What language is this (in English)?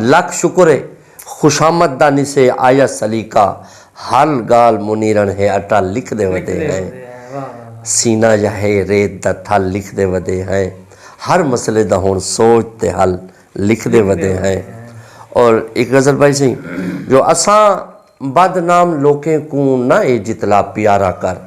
Saraiki